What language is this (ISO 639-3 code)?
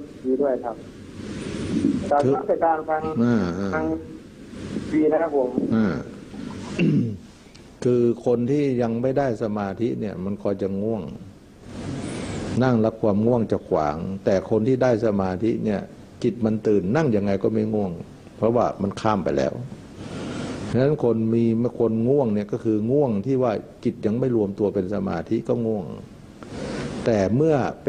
tha